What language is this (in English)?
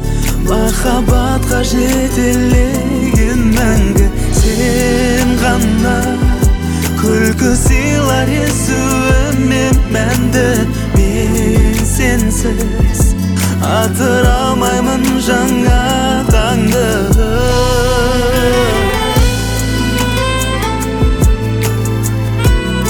Kazakh